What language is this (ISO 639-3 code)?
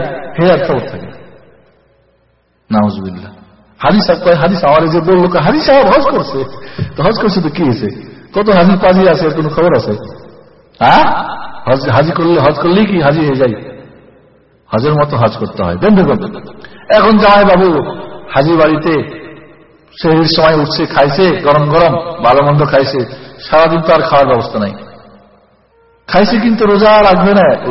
ben